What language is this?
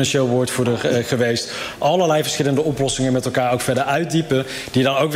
Dutch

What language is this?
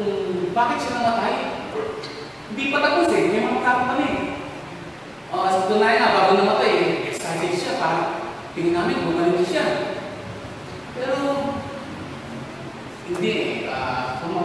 Filipino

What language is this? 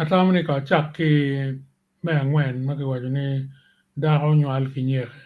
Acoli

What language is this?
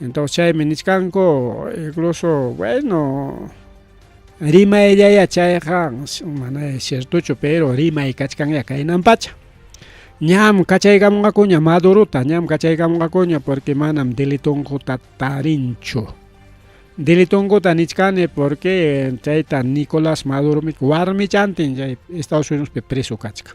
Ayacucho Quechua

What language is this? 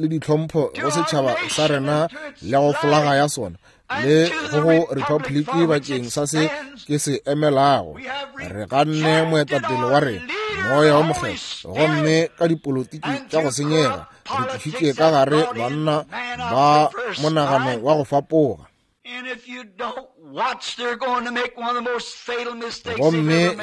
Northern Sotho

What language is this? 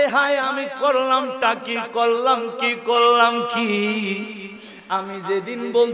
Bangla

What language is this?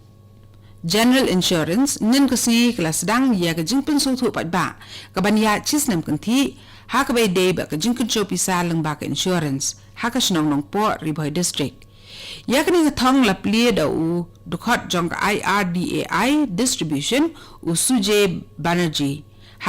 Khasi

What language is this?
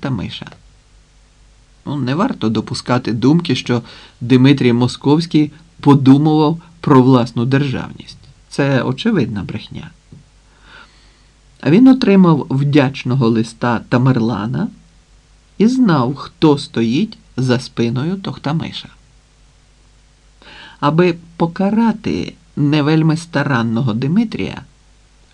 Ukrainian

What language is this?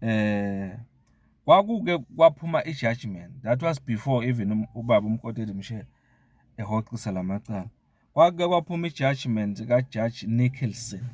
Zulu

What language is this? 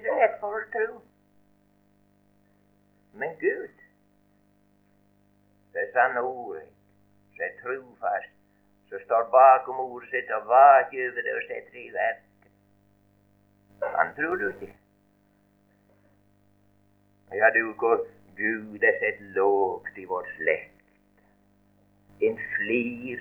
Norwegian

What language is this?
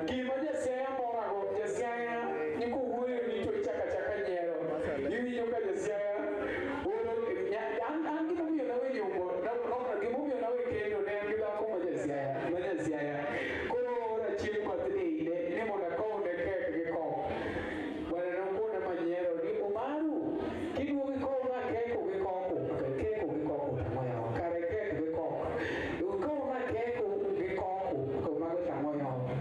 Luo (Kenya and Tanzania)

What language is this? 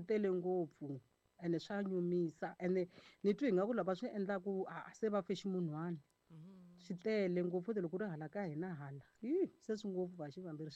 Tsonga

